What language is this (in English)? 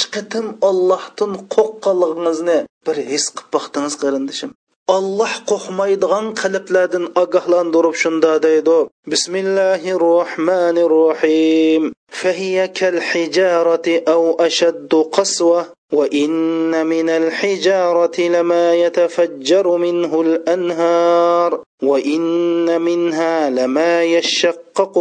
Uyghur